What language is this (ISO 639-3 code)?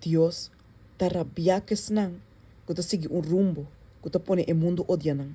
pap